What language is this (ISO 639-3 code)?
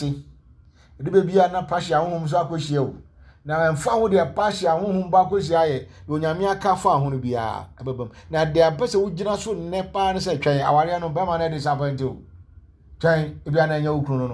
aka